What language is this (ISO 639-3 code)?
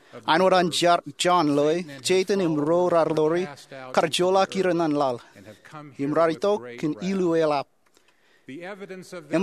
mah